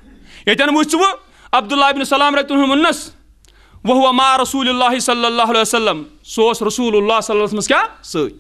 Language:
Kashmiri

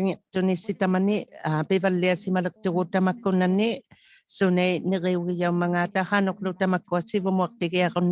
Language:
Inuktitut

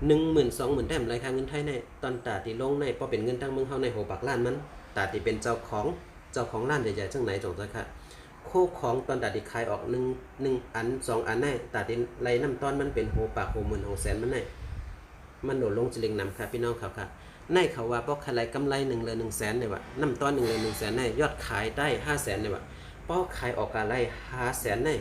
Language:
Shan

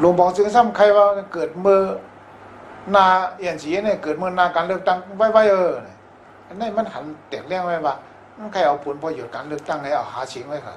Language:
Shan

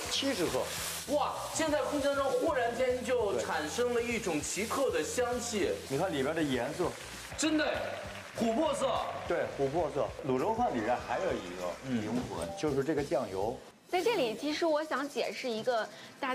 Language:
Chinese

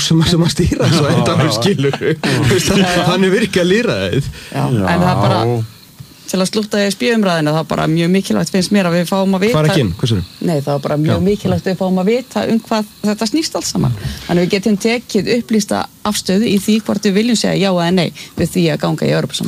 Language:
Icelandic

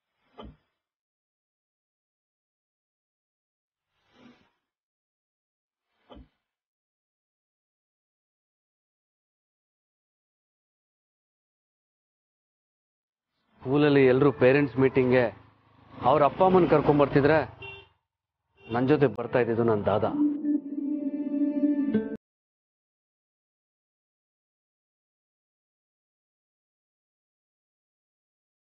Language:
Kannada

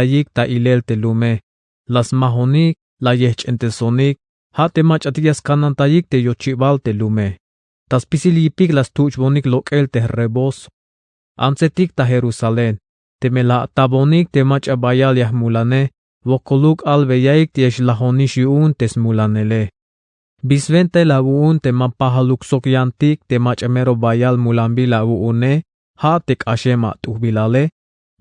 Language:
Tzeltal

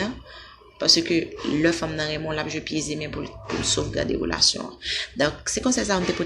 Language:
Haitian Creole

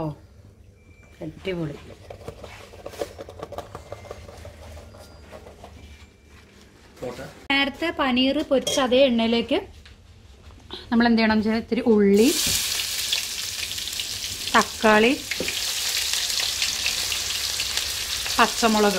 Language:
Malayalam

